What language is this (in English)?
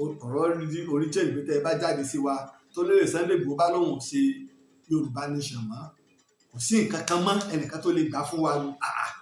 Yoruba